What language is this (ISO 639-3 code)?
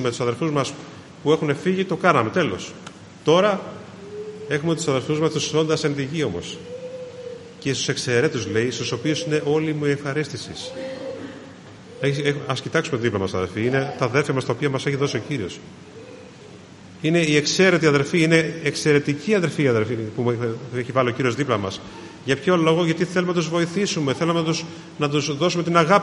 ell